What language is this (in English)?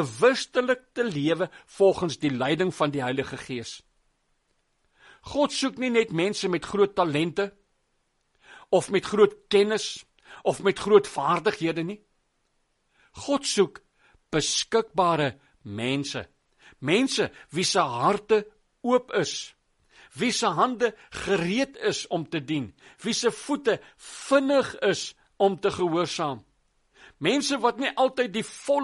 Afrikaans